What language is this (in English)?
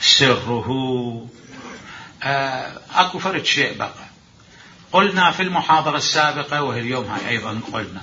Mesopotamian Arabic